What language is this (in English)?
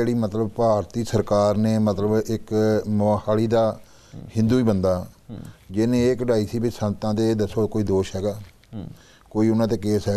Punjabi